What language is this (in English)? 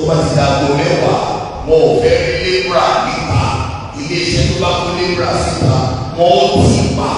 Yoruba